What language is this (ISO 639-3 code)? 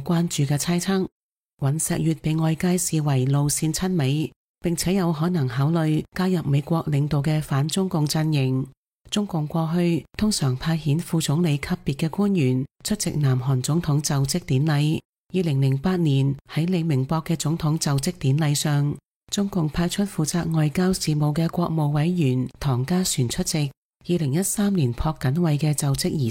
yue